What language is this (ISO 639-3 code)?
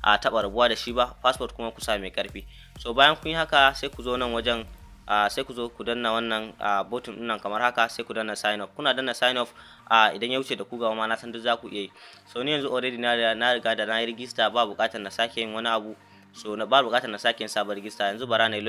hau